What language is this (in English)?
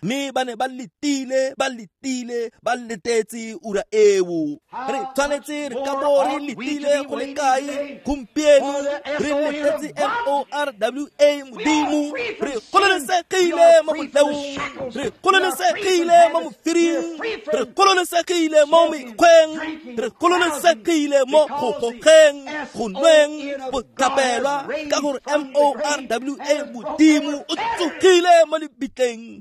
Tswana